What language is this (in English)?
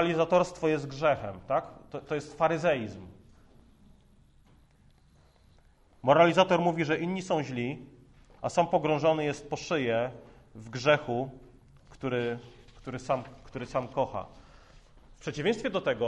Polish